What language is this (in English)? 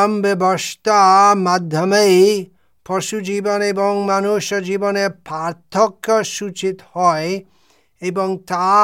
Bangla